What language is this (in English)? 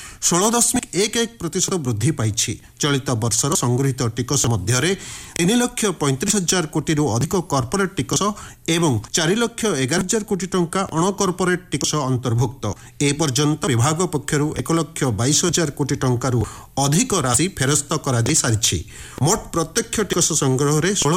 Odia